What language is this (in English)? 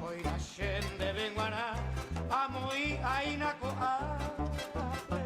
Guarani